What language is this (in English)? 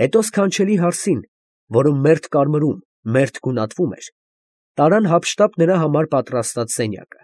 Armenian